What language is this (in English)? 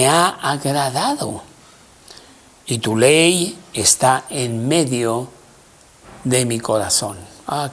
Spanish